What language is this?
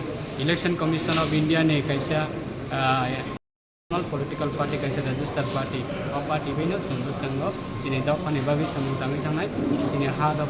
Kok Borok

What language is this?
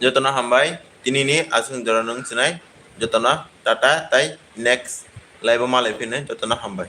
Kok Borok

